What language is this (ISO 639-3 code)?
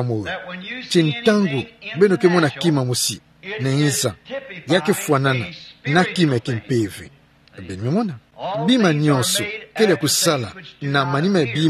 ktu